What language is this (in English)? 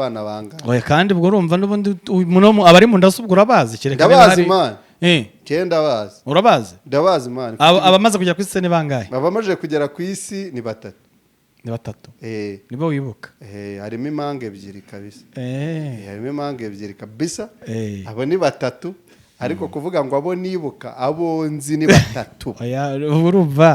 Kinyarwanda